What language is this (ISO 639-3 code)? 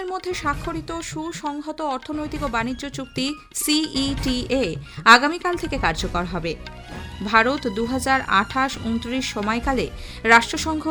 ben